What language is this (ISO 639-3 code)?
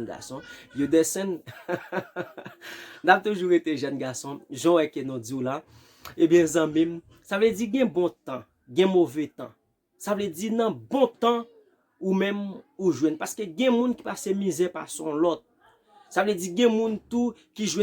hat